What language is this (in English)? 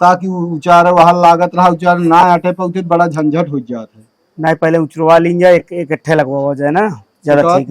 Awadhi